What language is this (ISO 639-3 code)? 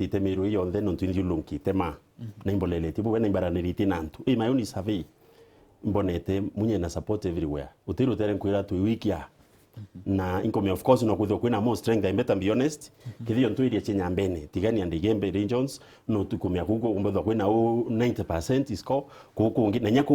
mer